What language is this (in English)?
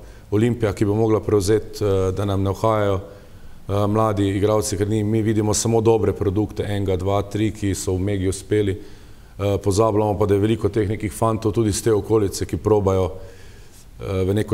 Slovenian